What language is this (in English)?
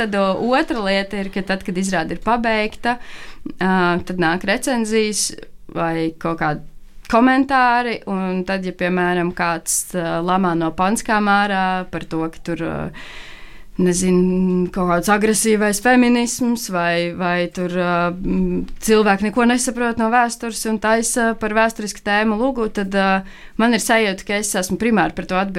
Latvian